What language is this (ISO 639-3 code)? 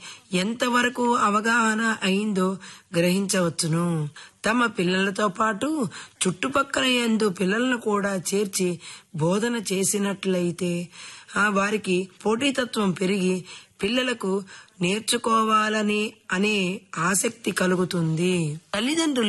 tel